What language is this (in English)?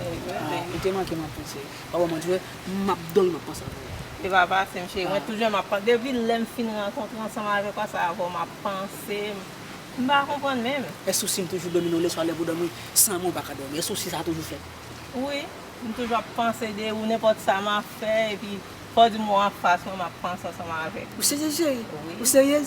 Haitian Creole